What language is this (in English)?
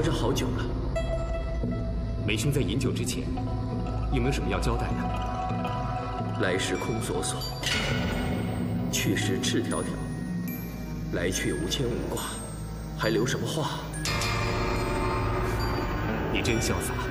Chinese